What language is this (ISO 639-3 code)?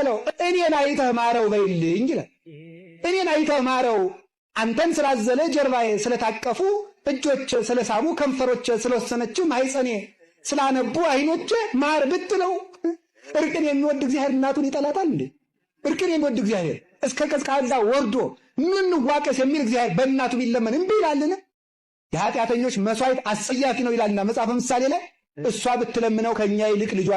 amh